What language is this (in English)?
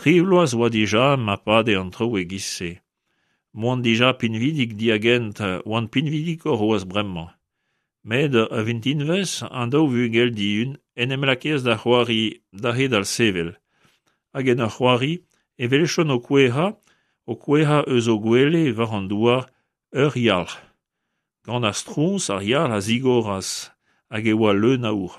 Breton